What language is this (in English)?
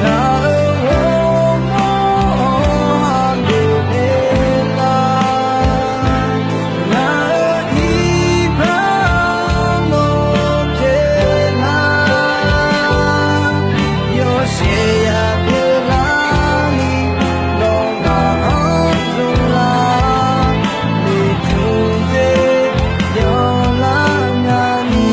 Akha